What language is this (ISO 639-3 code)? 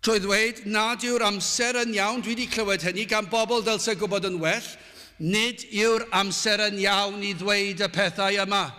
cym